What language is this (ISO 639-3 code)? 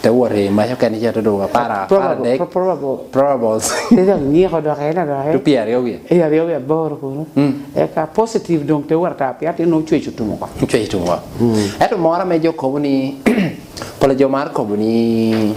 laj